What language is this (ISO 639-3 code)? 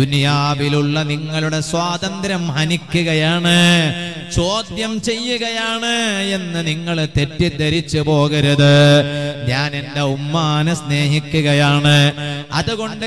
mal